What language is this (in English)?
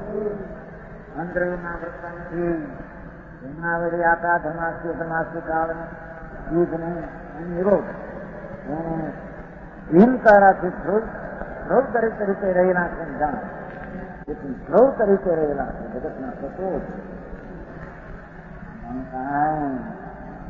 Gujarati